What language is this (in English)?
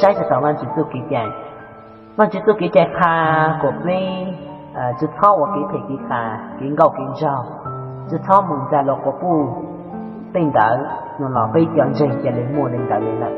Hmong